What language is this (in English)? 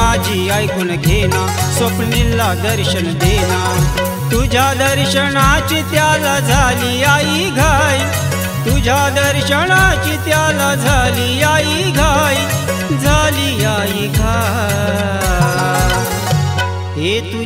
Marathi